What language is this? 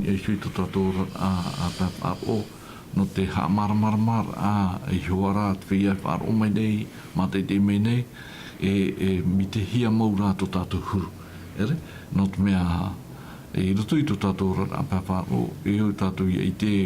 Tahitian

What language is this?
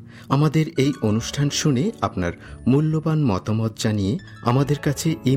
Bangla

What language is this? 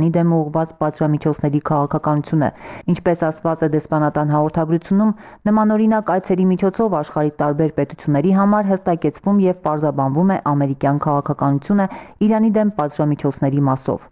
Armenian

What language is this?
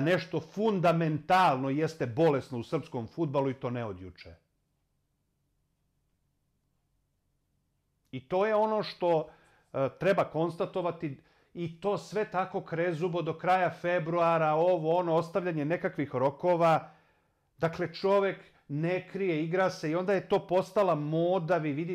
Serbian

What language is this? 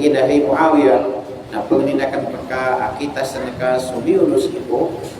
Maranao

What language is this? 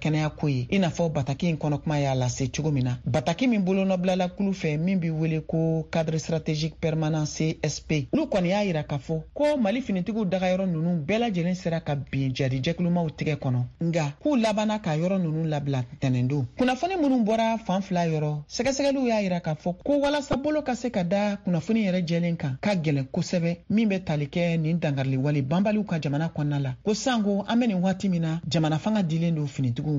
Bambara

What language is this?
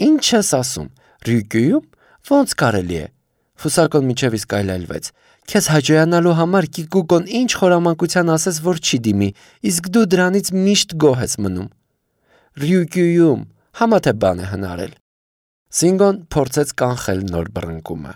Armenian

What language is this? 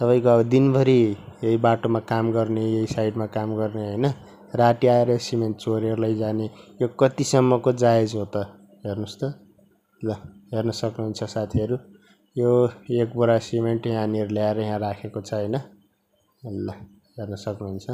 Nepali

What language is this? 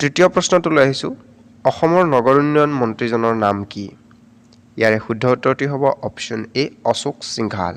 Assamese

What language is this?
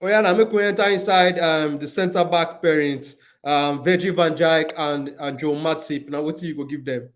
Nigerian Pidgin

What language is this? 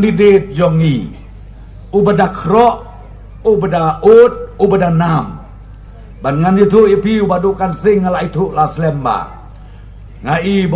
Khasi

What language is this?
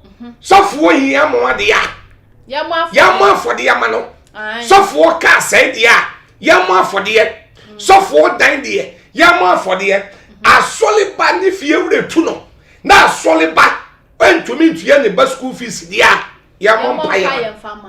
Akan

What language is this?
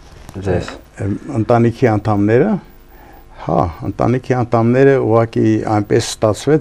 Armenian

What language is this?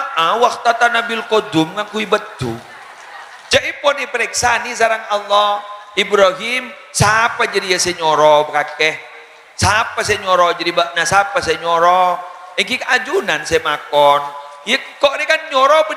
Madurese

